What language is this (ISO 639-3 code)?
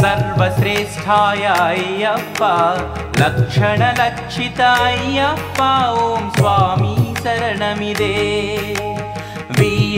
tel